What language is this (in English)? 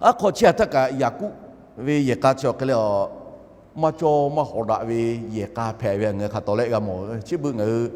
Lahu